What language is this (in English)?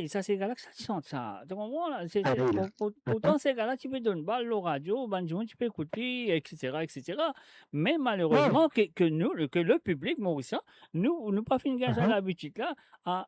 Morisyen